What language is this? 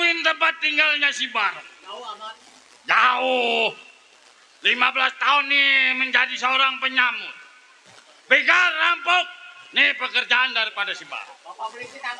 Betawi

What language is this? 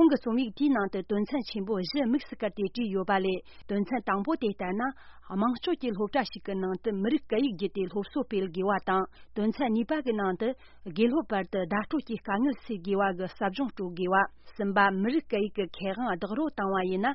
Tibetan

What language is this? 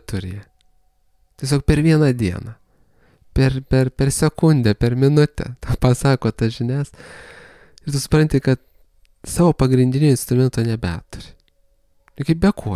Lithuanian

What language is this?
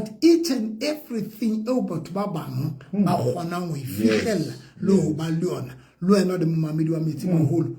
Southern Sotho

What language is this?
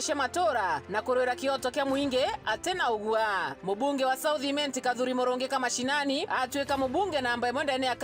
Meru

